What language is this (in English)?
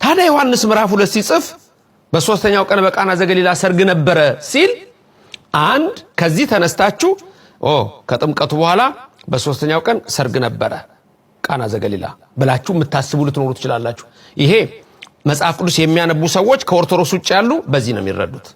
Amharic